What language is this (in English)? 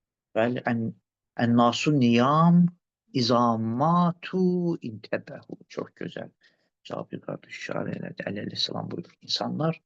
Azerbaijani